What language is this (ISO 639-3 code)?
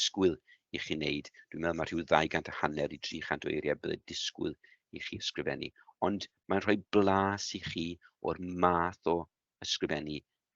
cym